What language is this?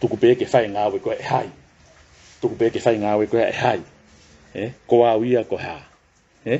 Tongan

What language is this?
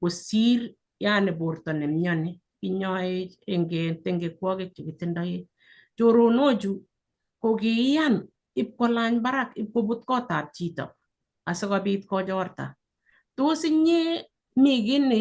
Kalenjin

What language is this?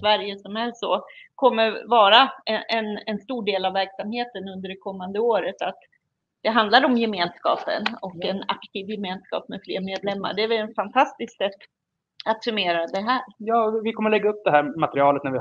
Swedish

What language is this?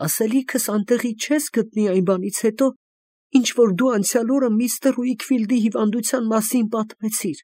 Armenian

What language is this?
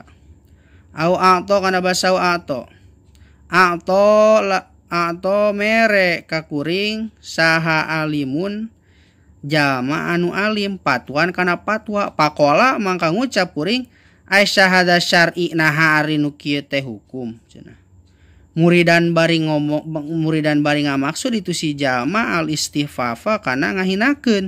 Sundanese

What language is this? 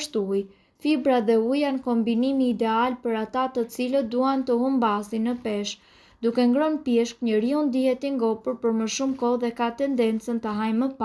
Albanian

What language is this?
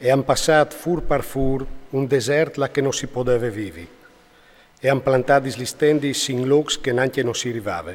Friulian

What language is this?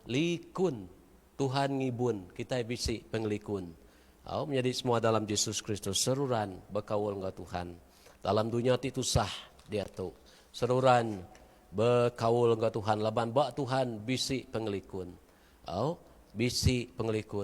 Iban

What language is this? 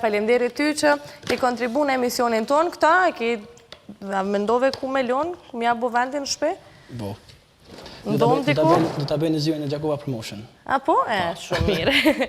Albanian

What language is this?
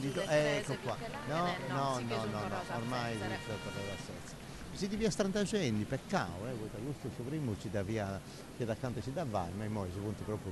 Sardinian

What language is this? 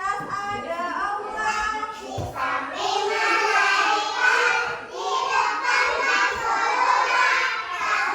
Banjar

